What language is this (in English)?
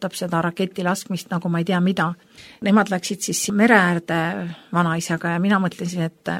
Estonian